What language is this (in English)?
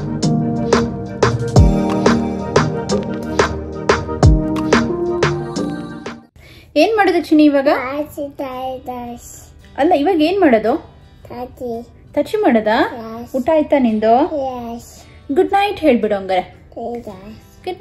Kannada